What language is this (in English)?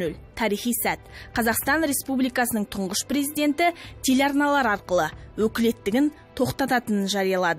Kazakh